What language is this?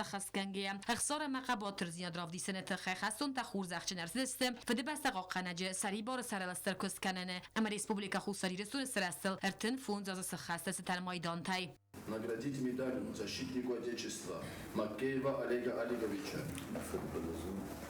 Ossetic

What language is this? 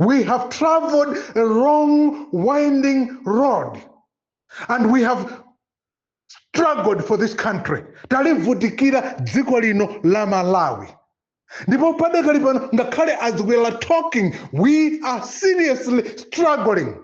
Nyanja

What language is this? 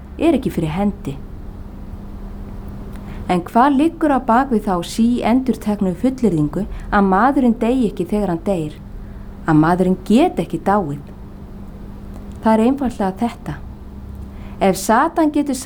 Icelandic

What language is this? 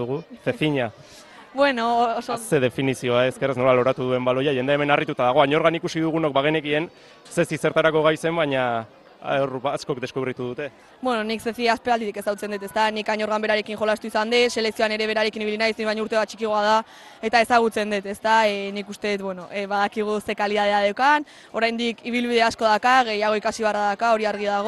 Basque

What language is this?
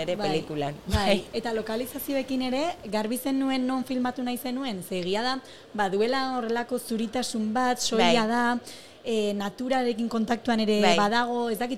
Basque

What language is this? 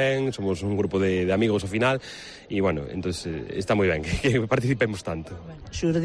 Galician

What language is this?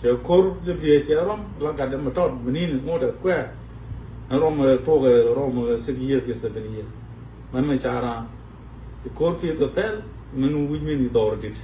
Nuer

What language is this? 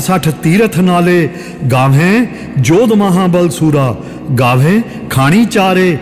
Punjabi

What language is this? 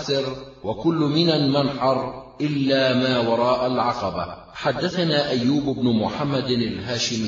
Arabic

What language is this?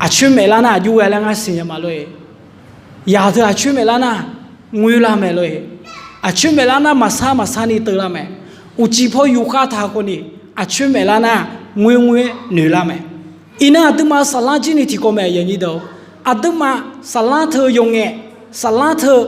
Akha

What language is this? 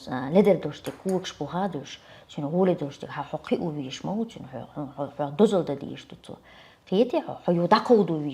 Chechen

